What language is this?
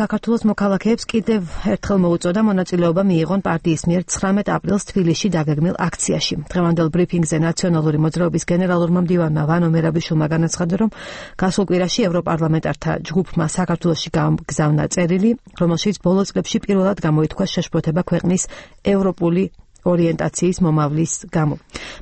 Georgian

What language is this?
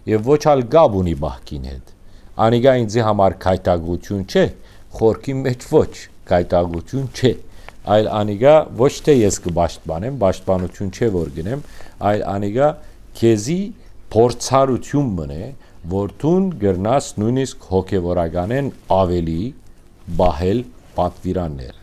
Western Armenian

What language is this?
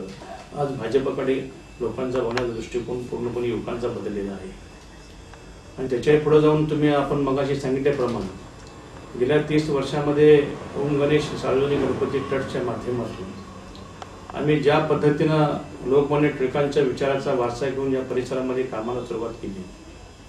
Marathi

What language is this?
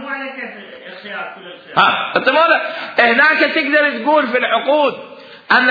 Mesopotamian Arabic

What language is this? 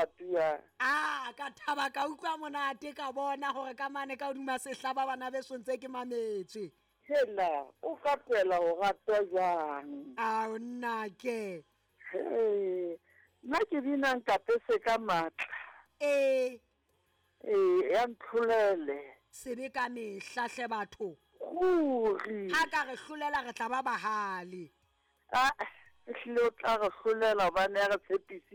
Southern Sotho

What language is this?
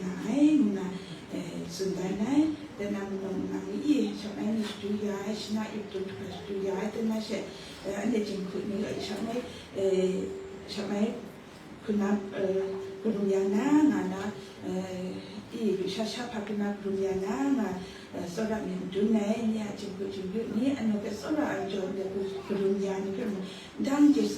Kachin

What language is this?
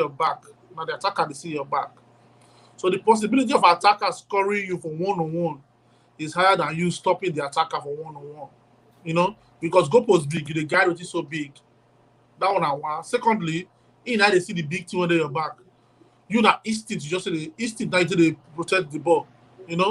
Nigerian Pidgin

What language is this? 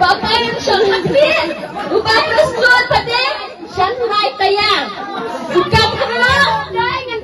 Khasi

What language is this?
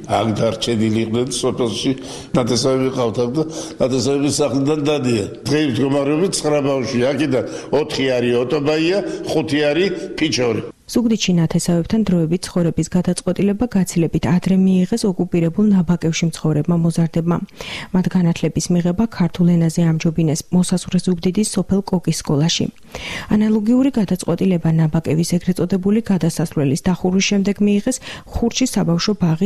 Georgian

